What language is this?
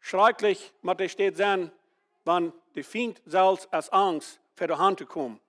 Plautdietsch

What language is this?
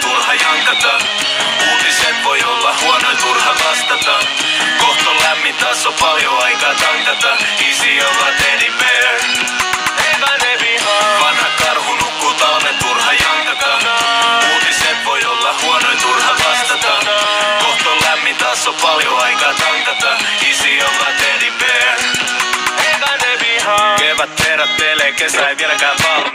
Finnish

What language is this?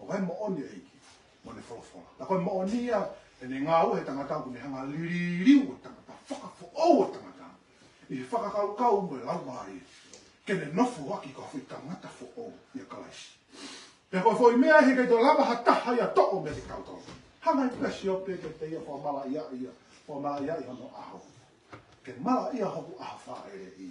Tongan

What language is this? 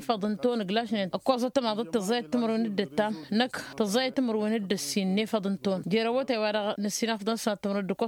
Tamasheq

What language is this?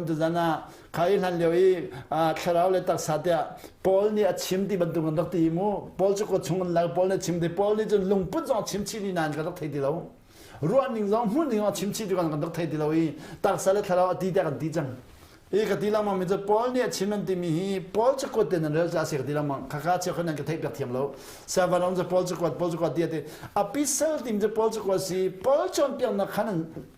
Hakha Chin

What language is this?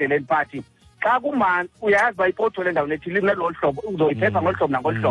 Xhosa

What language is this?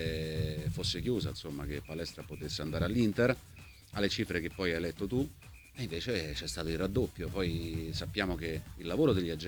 Italian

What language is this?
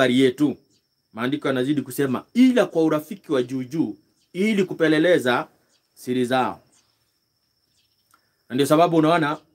Swahili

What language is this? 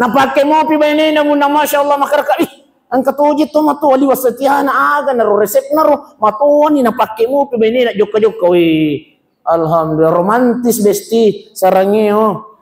Buginese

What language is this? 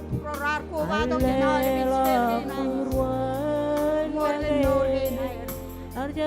Marshallese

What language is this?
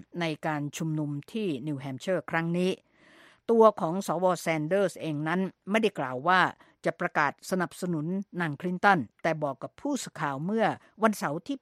Thai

